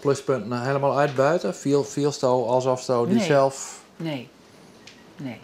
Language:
Western Frisian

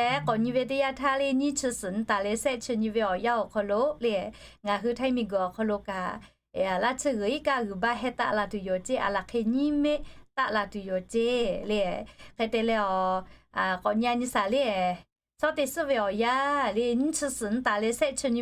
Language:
Lahu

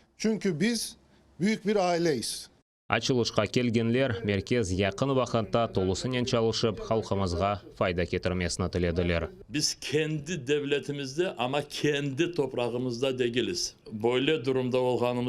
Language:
Crimean Tatar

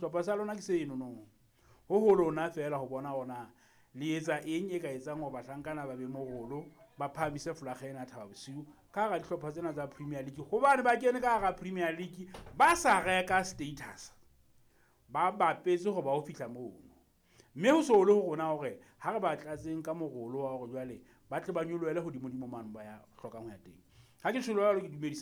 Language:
Southern Sotho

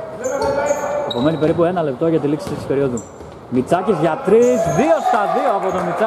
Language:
Greek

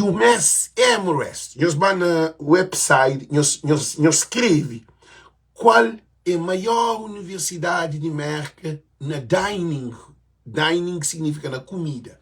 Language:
Kabuverdianu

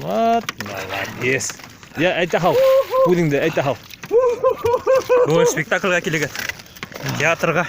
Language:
Bashkir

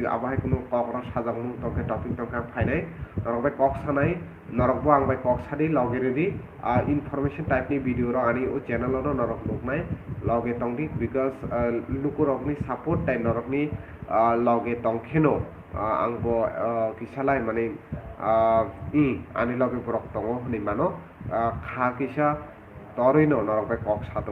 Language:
Kok Borok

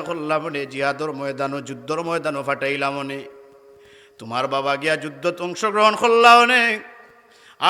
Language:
Sylheti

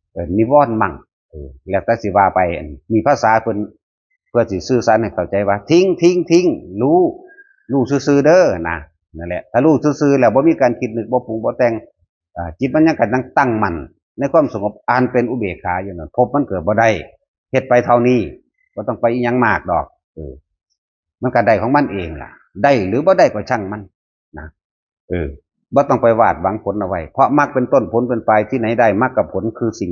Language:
Northeastern Thai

